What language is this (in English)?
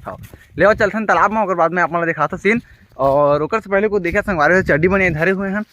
Chhattisgarhi